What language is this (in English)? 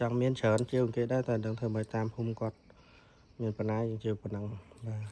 Khmer